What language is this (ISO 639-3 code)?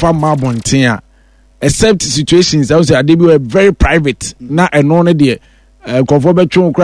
aka